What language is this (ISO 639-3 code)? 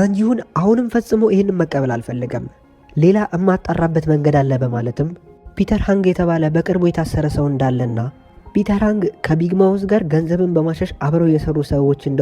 amh